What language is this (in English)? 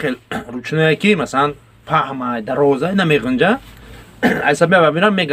Tajik